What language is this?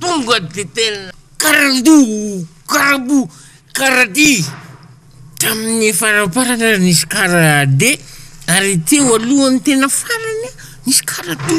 Malagasy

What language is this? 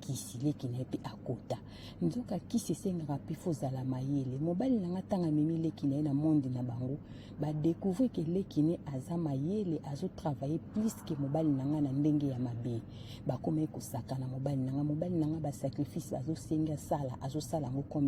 Lingala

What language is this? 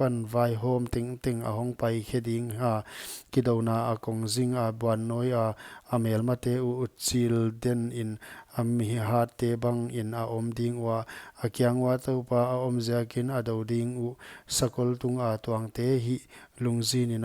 Paite Chin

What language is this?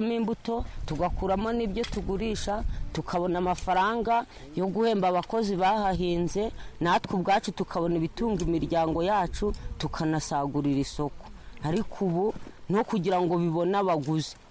Kinyarwanda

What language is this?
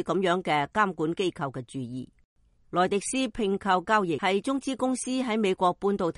Cantonese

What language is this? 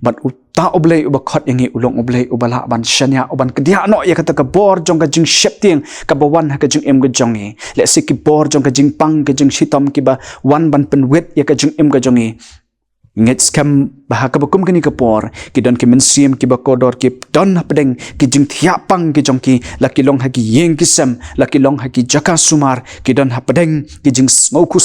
Khasi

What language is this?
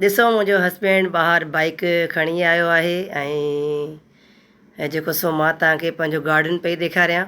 Sindhi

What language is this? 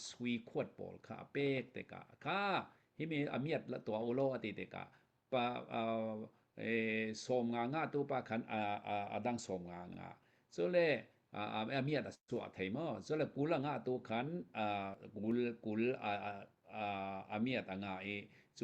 Hakha Chin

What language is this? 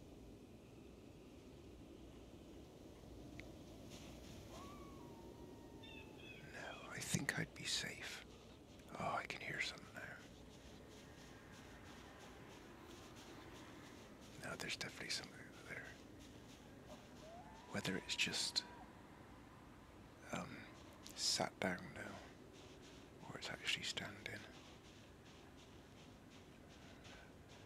English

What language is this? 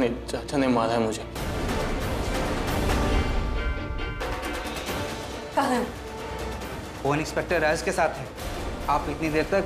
Hindi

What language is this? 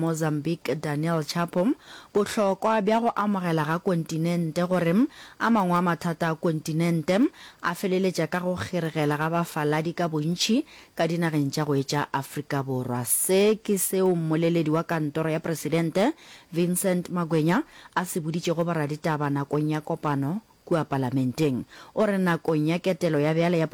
Northern Sotho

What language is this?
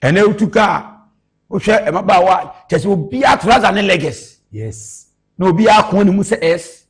Akan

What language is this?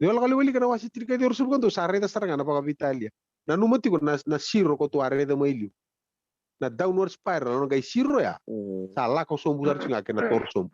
Fijian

